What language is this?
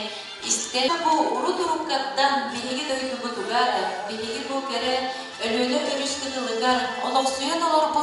Yakut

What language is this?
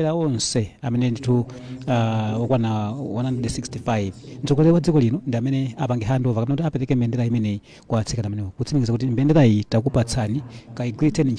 Nyanja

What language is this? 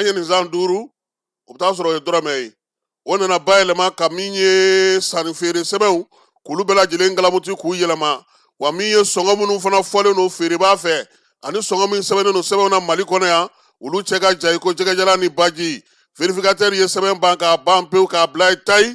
Bambara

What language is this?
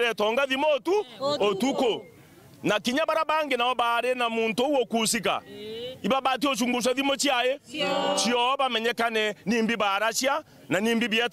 Meru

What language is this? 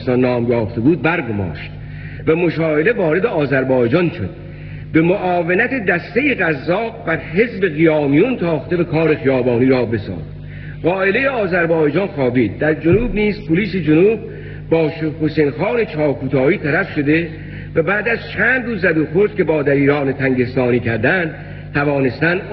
Persian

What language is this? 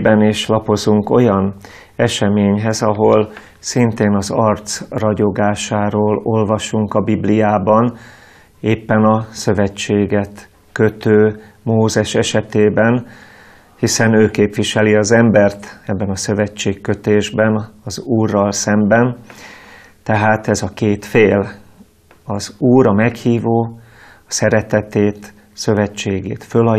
Hungarian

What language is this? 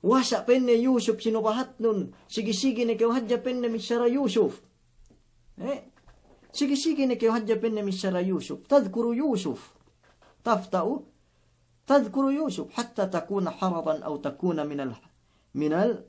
Yakan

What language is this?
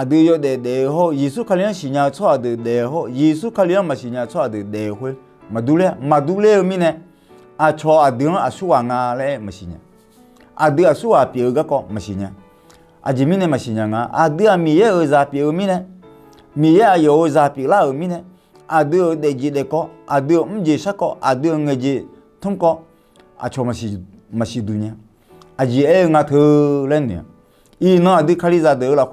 Akha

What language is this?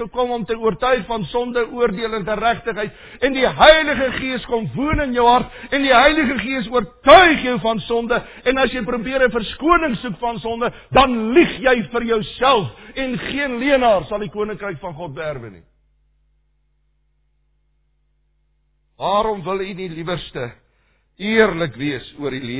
Afrikaans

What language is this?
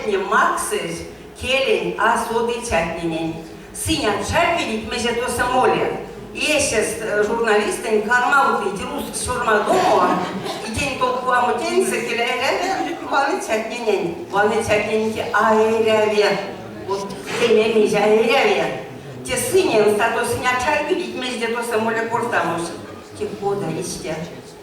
Erzya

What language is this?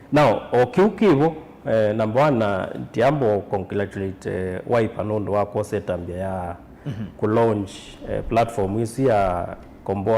Kamba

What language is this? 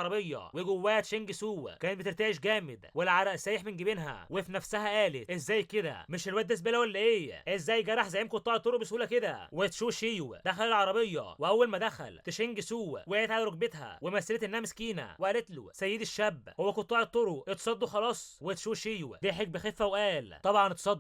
Egyptian Arabic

